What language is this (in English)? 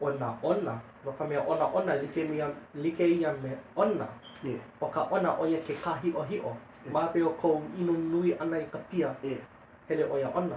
Hawaiian